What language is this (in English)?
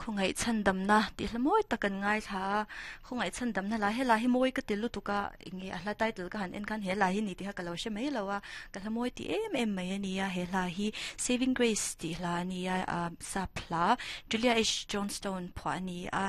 Mizo